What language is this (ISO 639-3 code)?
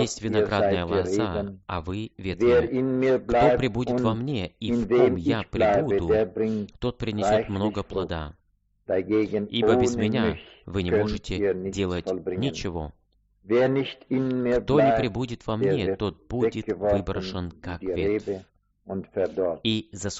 rus